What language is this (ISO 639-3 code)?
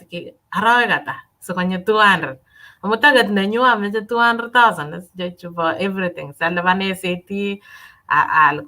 kln